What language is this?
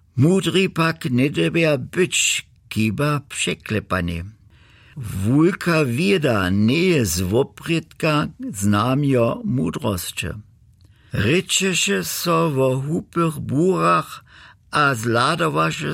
Upper Sorbian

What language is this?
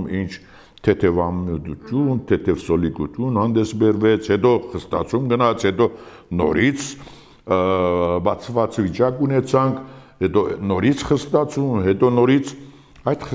Armenian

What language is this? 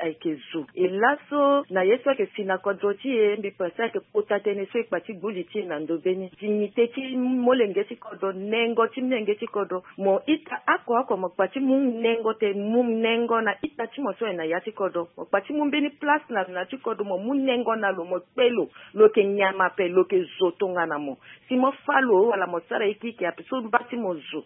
Sango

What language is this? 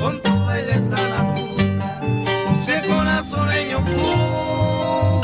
Guarani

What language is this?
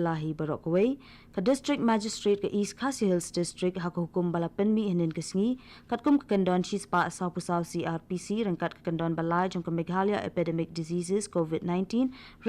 Khasi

